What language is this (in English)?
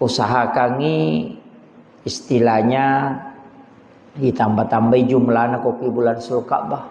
Buginese